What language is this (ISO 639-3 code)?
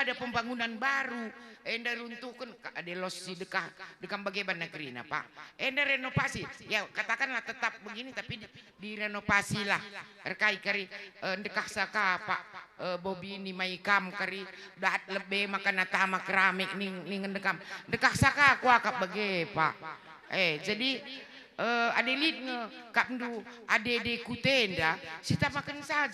btx